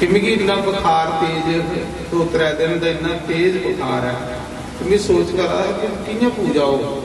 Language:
Dogri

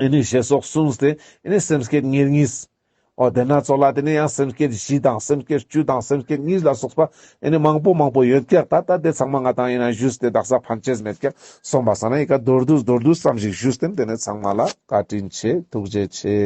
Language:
Ladakhi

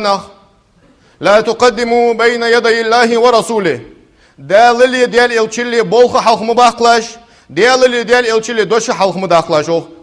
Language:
Ingush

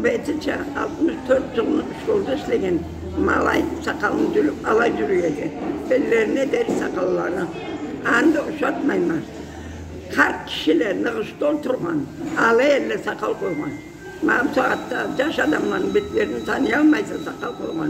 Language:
Karachay-Balkar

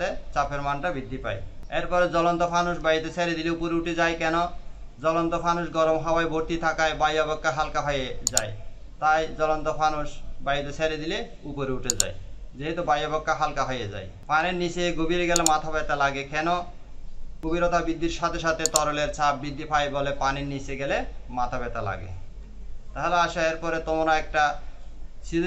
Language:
Bangla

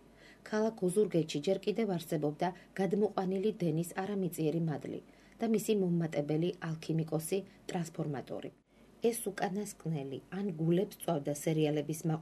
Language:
Georgian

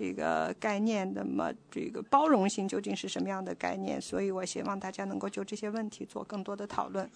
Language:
Chinese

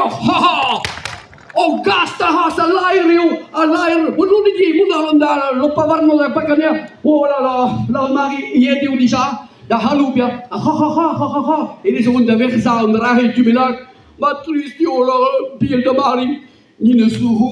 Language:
Breton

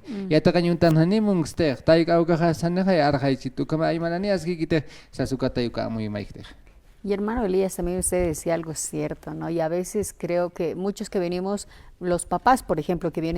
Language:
Aymara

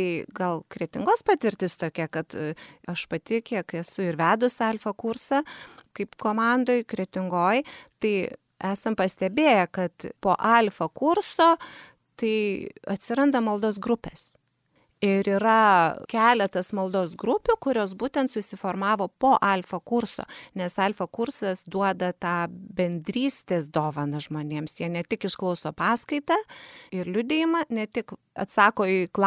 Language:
Lithuanian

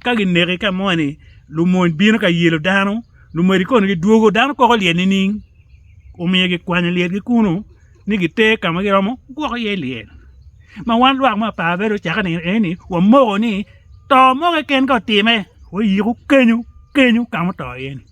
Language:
Acoli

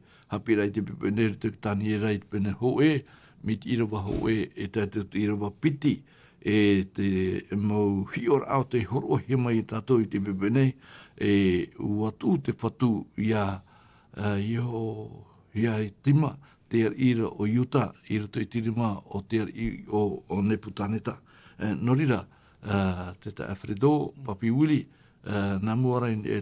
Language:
Tahitian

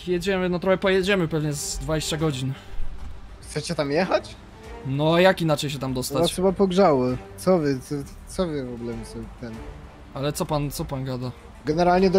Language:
Polish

